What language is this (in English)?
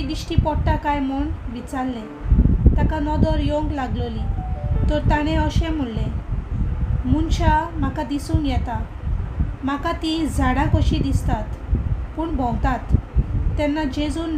Konkani